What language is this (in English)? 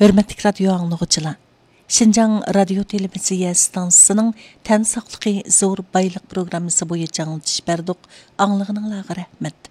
Uyghur